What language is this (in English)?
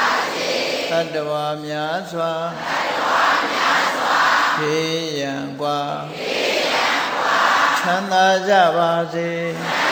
Burmese